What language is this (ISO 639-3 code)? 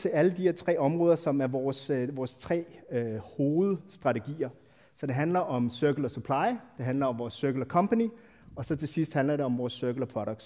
dan